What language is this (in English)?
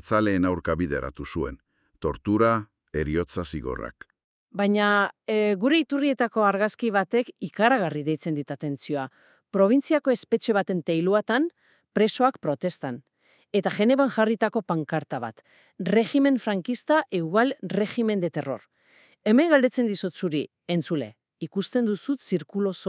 Basque